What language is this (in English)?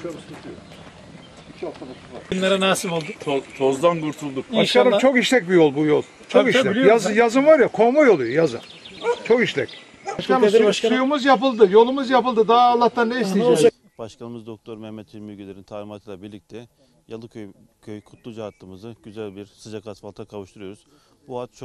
Turkish